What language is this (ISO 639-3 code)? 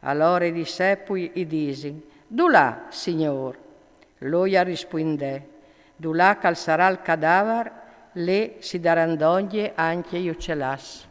fur